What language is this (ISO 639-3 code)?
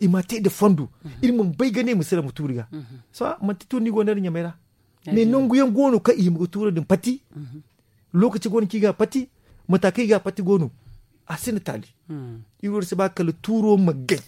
dje